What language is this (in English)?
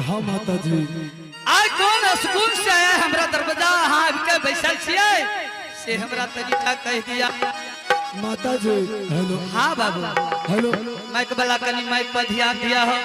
Angika